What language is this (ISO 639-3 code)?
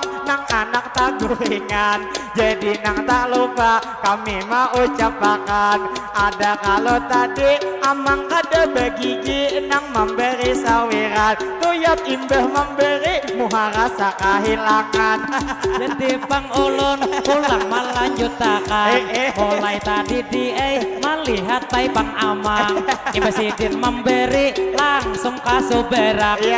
bjn